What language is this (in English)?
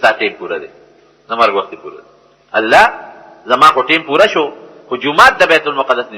Pashto